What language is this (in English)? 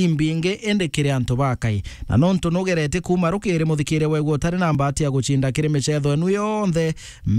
Meru